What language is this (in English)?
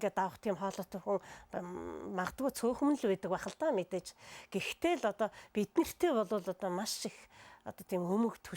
Mongolian